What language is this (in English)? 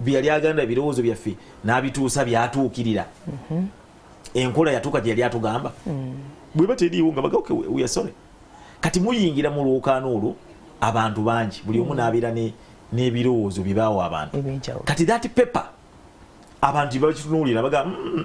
Ganda